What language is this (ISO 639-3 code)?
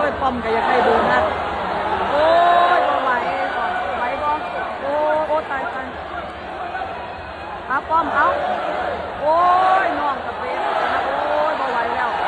lao